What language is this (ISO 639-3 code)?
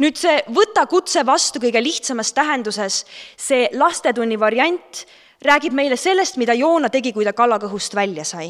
est